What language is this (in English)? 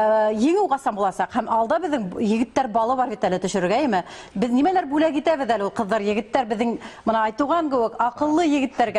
Bashkir